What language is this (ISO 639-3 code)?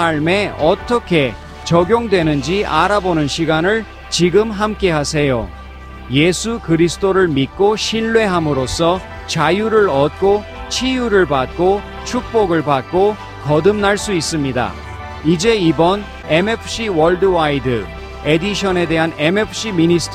kor